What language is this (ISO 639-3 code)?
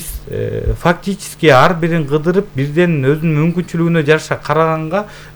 kir